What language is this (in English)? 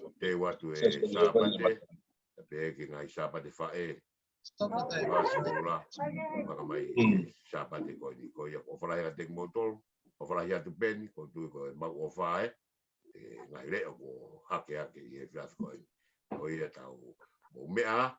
Tongan